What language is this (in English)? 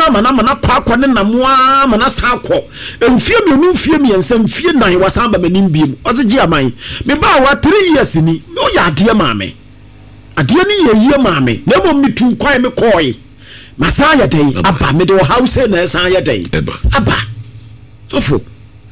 Akan